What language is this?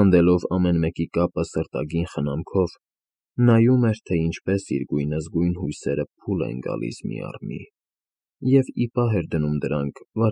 Armenian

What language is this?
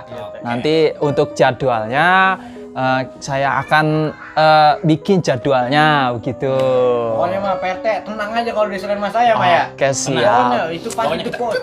Betawi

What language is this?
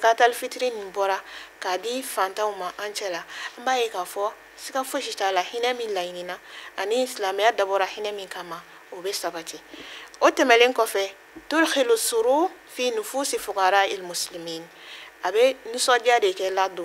Bambara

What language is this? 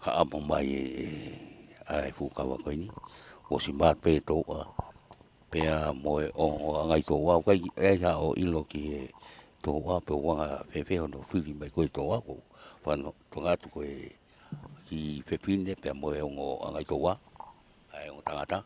Tongan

